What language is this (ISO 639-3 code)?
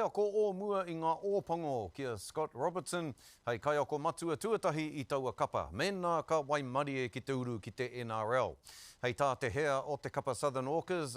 mri